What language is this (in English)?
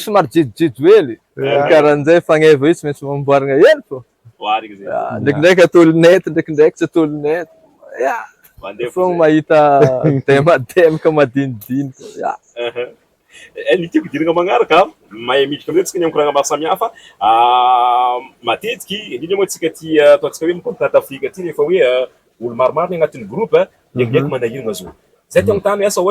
Malagasy